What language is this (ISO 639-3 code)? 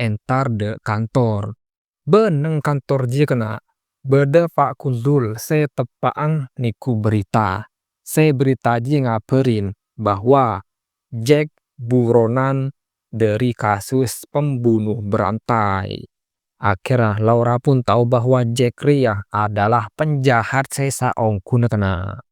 mad